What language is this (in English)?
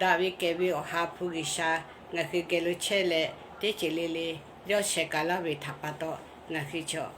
Lahu